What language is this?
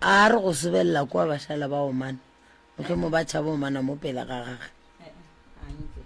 Northern Sotho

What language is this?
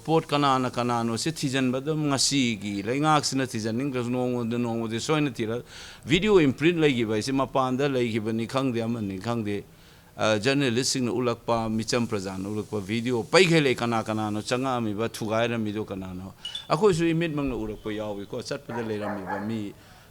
Manipuri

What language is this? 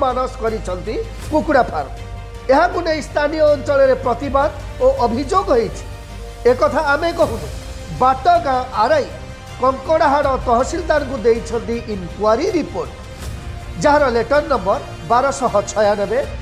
Odia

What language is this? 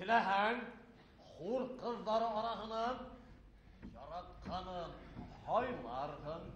Bashkir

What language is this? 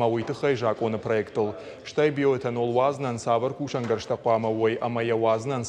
Ossetic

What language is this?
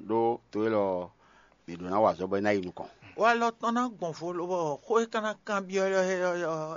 Fon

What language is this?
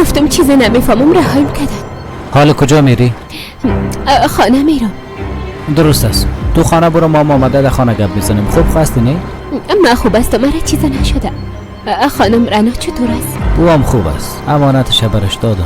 Persian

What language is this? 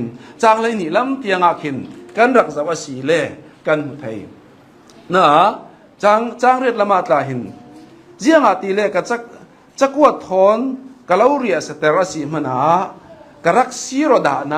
Hakha Chin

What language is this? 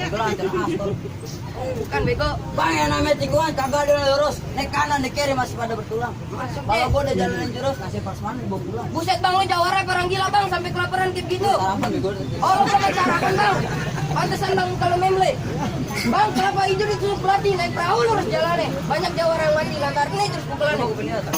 Betawi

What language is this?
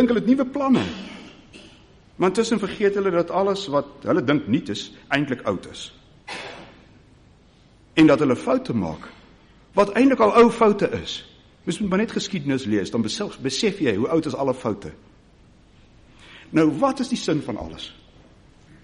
Afrikaans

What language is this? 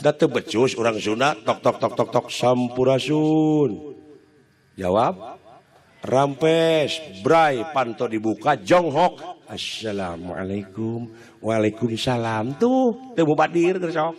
Sundanese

